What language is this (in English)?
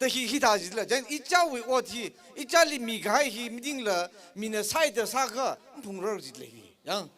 Tangkhul Naga (India)